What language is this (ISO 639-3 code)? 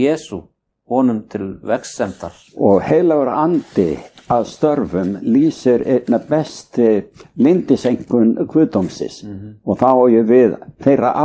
isl